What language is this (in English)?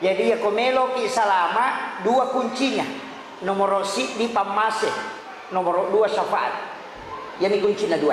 Buginese